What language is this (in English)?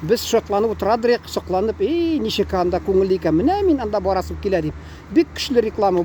Tatar